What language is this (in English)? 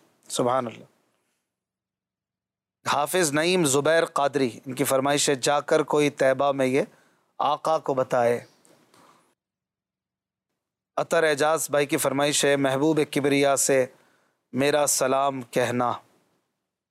Urdu